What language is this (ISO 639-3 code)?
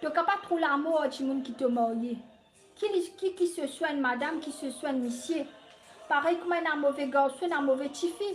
mfe